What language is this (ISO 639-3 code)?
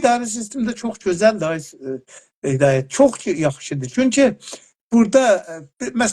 azb